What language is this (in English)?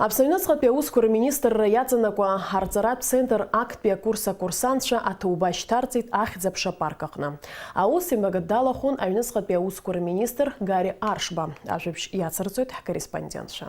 Abkhazian